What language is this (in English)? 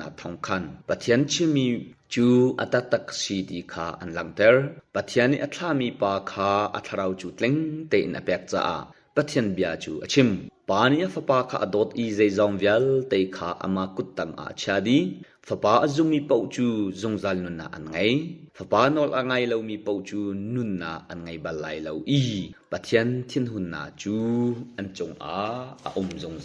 Hakha Chin